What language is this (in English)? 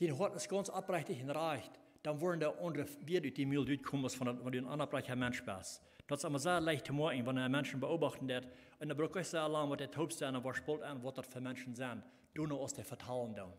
Plautdietsch